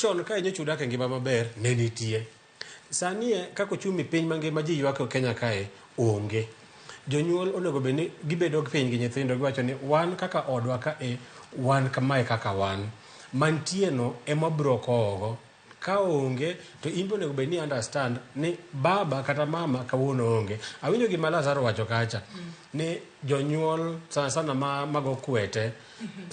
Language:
Luo (Kenya and Tanzania)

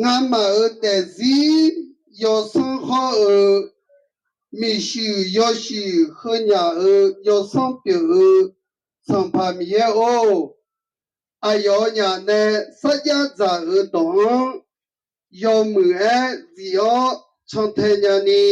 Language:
Akha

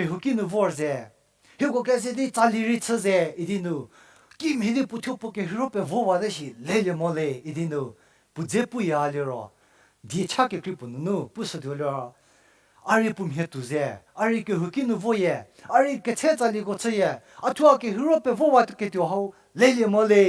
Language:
Angami Naga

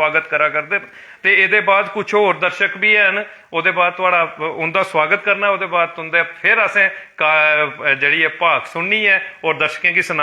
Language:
Dogri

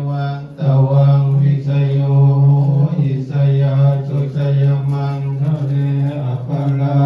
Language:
Pali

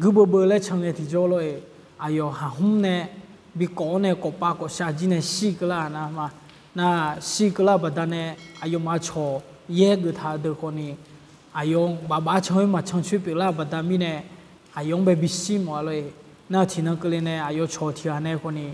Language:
Akha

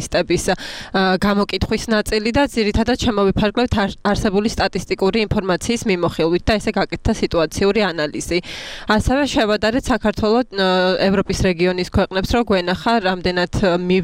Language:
Georgian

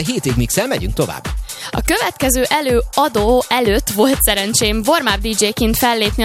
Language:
Hungarian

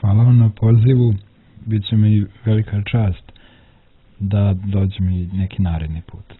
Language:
Serbian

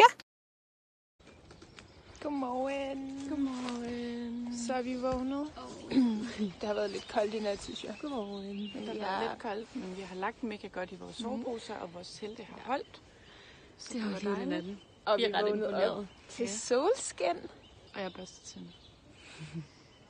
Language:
Danish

